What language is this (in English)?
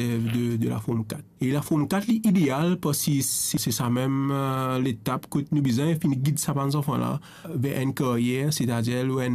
Morisyen